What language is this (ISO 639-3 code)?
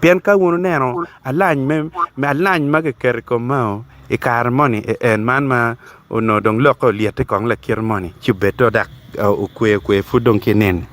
ach